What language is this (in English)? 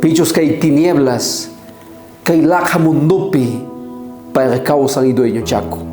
South Bolivian Quechua